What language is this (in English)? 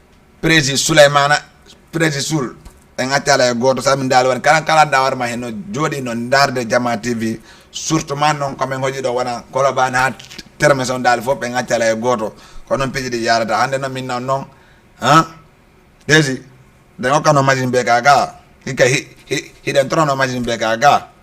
Fula